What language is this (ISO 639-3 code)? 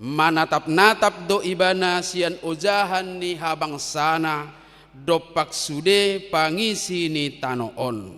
bbc